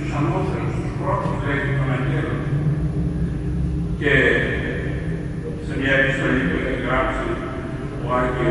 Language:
Greek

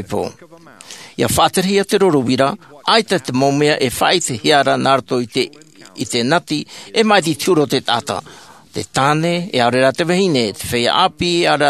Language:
Tahitian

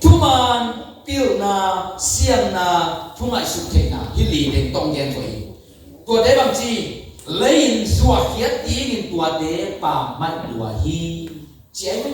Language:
Tedim Chin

